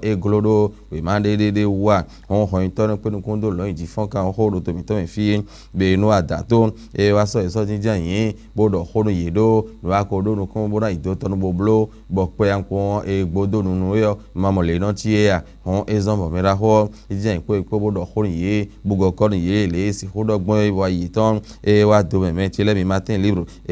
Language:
Fon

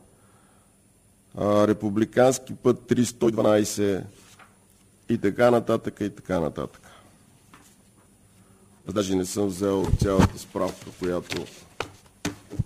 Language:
Bulgarian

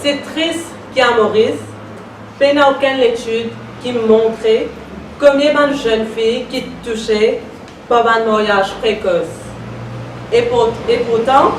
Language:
Morisyen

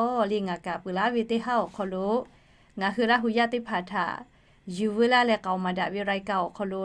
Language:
Lahu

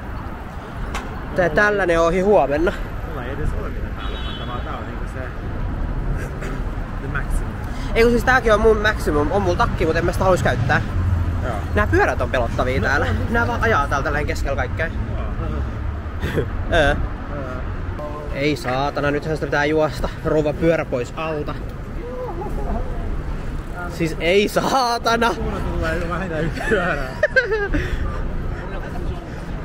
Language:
Finnish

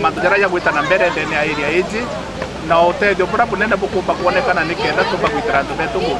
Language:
Meru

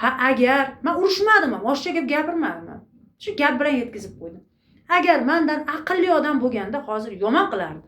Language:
Uzbek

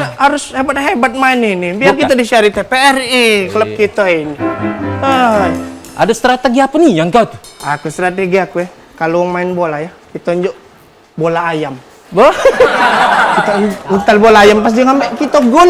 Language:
Musi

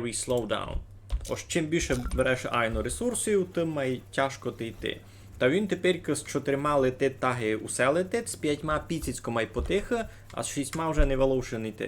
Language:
Rusyn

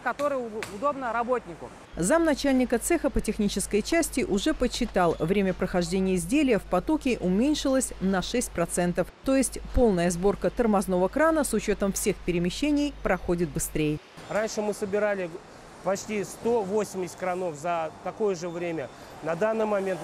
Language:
Russian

